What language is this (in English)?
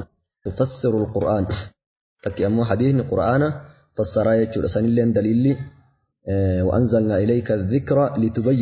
Oromo